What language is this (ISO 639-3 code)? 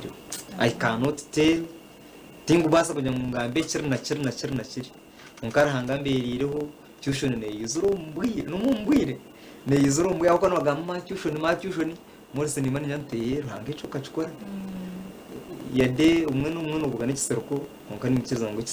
nyn